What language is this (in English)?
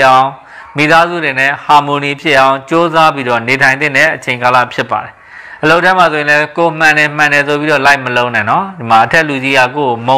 Burmese